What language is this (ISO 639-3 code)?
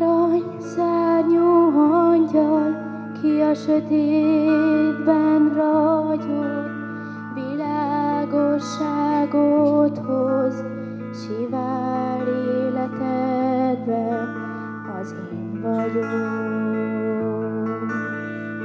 hun